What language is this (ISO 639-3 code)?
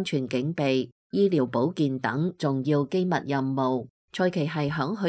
yue